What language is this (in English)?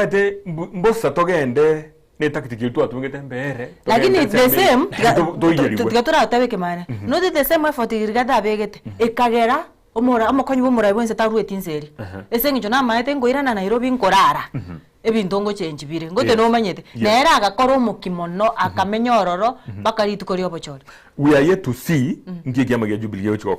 Gusii